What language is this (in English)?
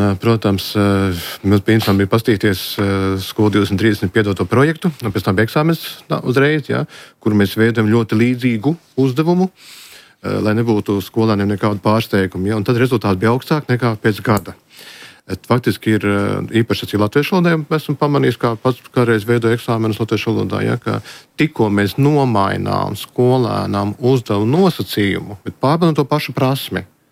Latvian